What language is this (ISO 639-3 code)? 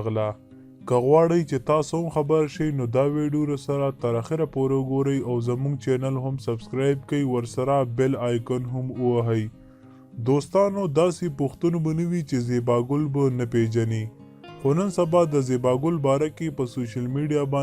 pus